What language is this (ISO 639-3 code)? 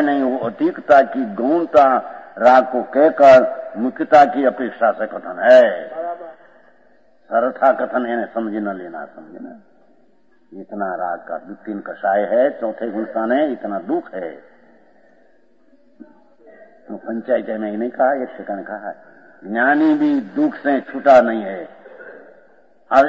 hin